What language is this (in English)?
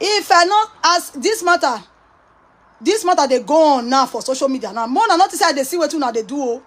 Nigerian Pidgin